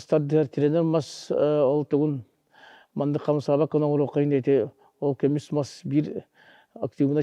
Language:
Yakut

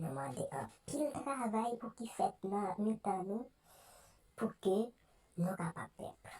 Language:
Haitian Creole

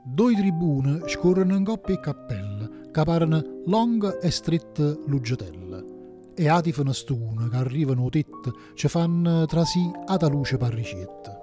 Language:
Neapolitan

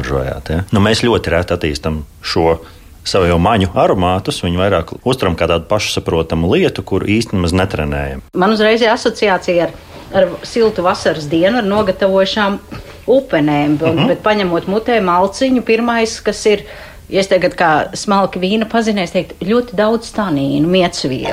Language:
Latvian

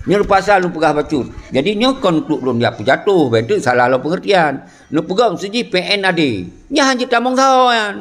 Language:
Achinese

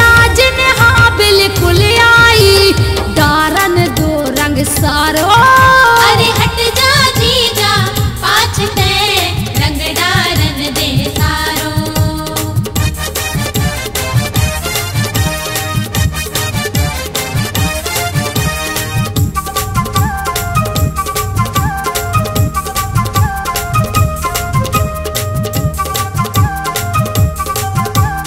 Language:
Bundeli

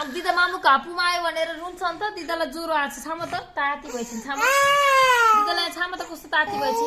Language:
Nepali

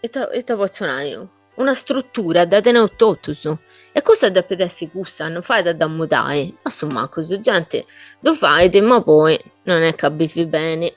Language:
Sardinian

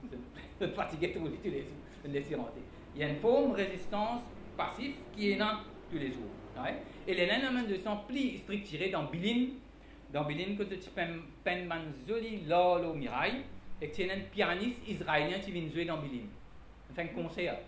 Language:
Morisyen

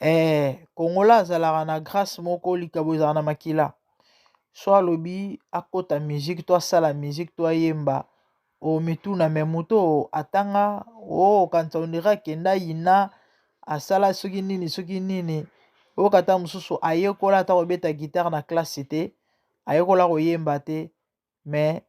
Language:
Lingala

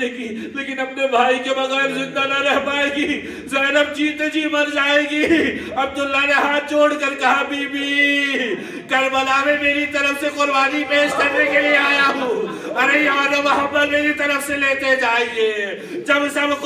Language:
Urdu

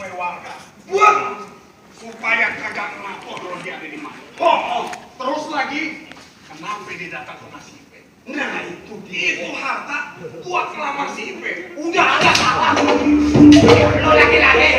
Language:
Betawi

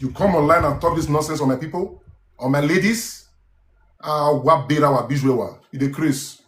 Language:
Nigerian Pidgin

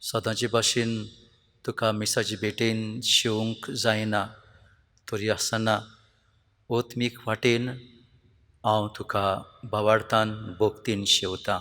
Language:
Konkani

